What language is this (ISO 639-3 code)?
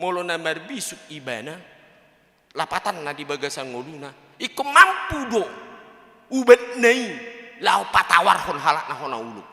bbc